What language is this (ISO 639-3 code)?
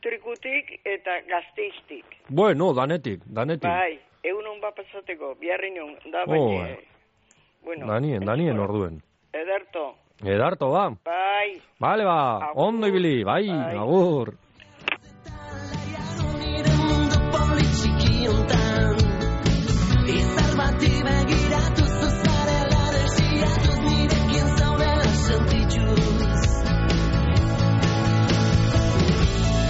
eus